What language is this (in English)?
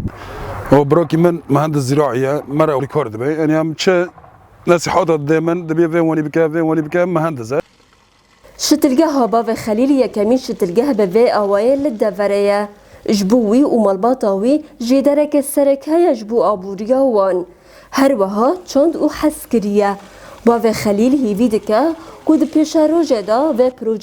Kurdish